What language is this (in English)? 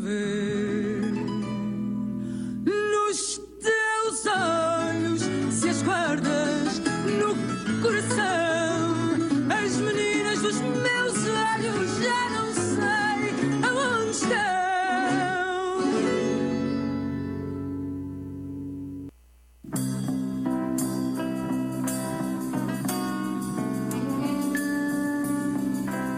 Portuguese